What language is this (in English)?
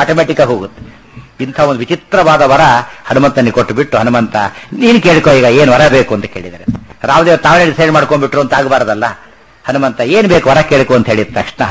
Kannada